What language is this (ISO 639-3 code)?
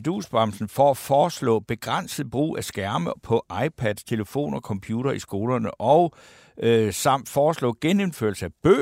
dan